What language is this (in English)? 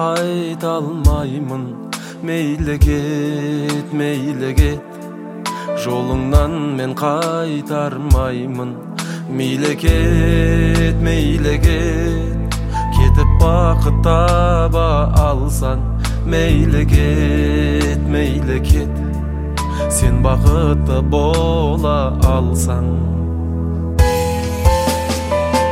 Kazakh